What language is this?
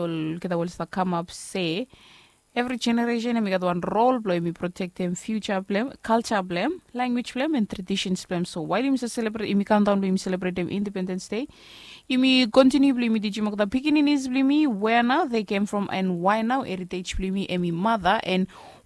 Bislama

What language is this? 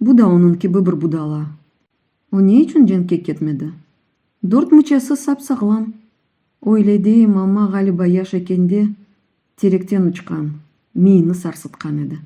Crimean Tatar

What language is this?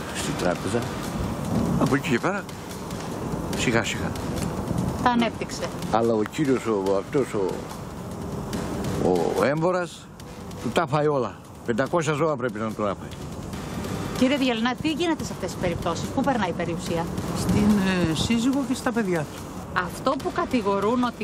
Greek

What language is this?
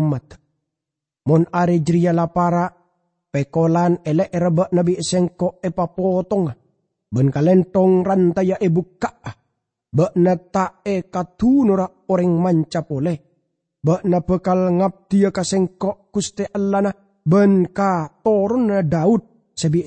Madurese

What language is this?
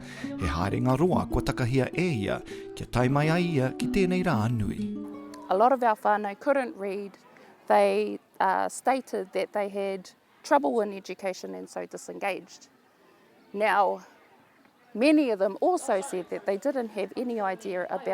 Māori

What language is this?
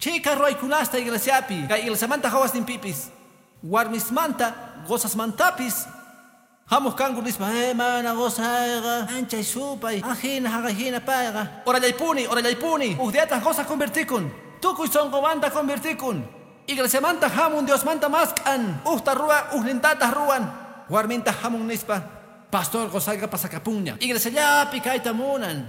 Quechua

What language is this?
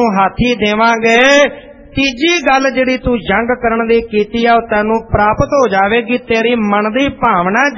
Punjabi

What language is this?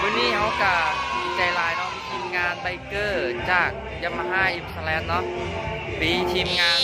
Lao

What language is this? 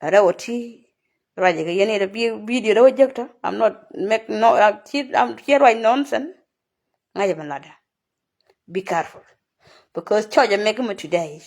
Nuer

